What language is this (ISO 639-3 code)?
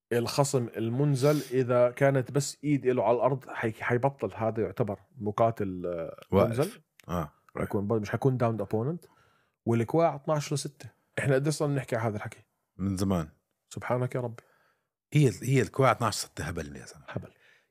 apc